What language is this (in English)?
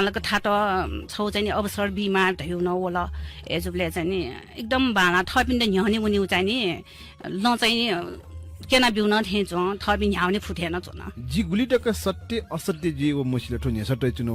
Newari